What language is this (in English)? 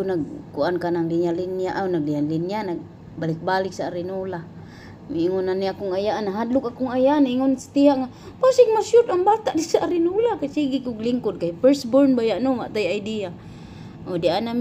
Cebuano